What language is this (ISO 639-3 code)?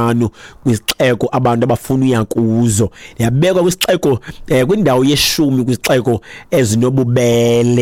xho